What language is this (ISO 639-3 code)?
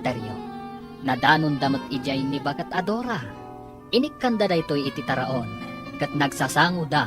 ilo